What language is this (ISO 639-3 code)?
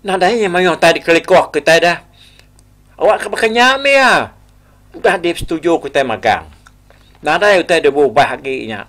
iba